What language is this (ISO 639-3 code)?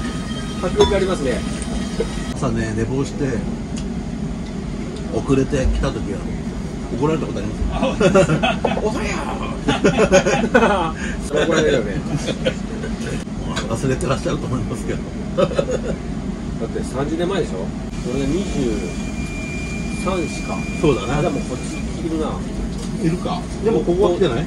jpn